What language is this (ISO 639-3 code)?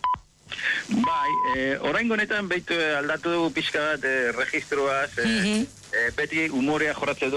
eus